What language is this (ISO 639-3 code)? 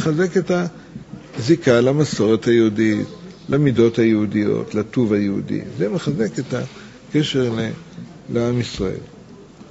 heb